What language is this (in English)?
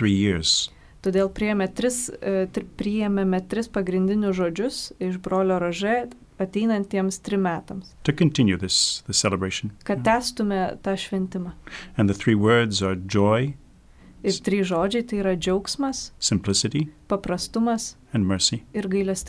Lithuanian